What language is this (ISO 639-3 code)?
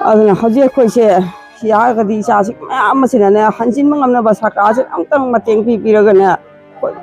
mni